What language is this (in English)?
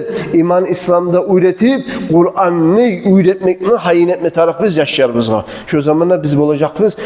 Kumyk